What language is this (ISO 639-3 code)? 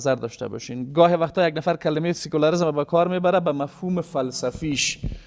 fas